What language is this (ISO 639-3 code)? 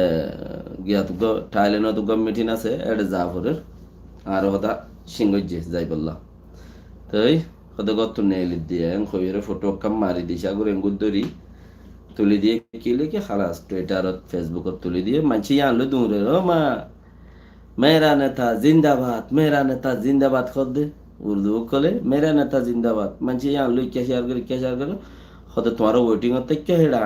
rhg